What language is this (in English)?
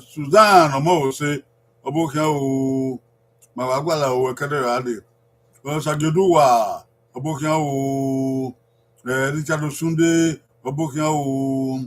Bini